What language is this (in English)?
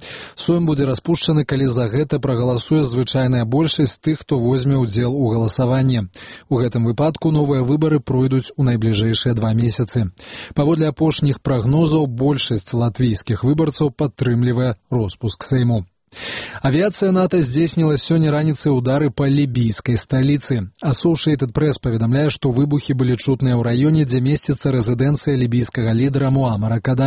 Belarusian